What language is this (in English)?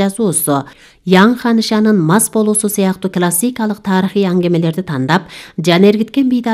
Kyrgyz